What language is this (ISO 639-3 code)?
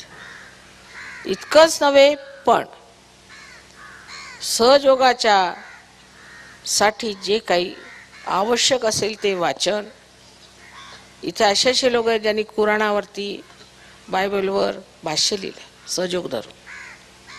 mar